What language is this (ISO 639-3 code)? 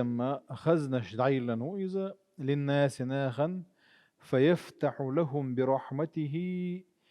che